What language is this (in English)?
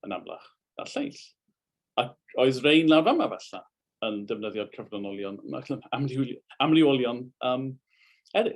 Welsh